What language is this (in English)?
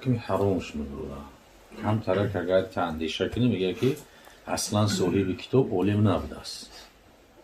Tajik